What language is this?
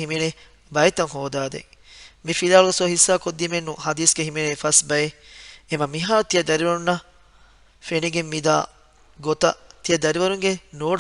Divehi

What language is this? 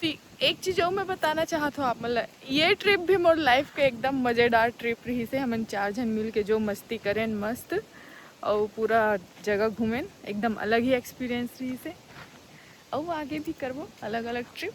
Chhattisgarhi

